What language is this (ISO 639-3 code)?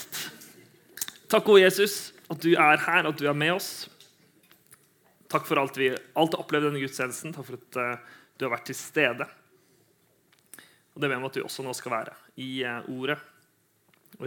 nor